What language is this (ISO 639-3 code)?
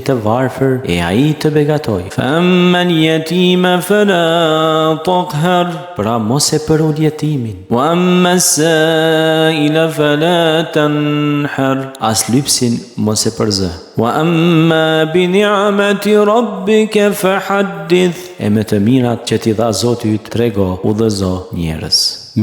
sqi